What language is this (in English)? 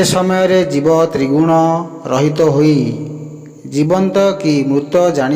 Odia